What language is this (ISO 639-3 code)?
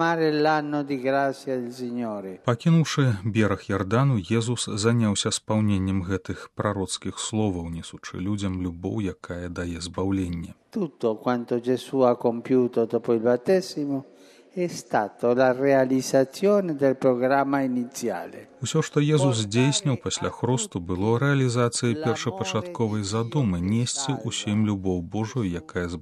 bel